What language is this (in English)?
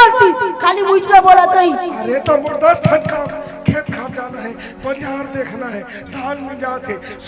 Chhattisgarhi